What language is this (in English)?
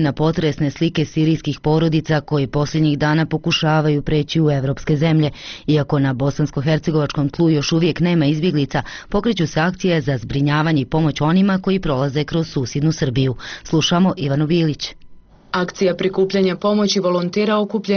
Bosnian